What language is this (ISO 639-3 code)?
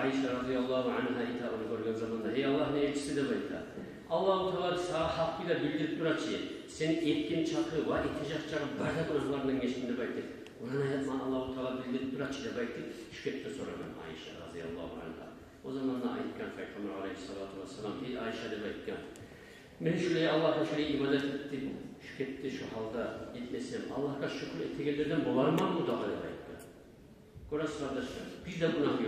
kum